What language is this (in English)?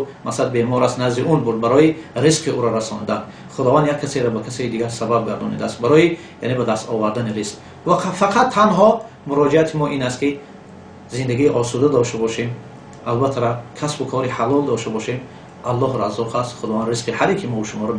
Tajik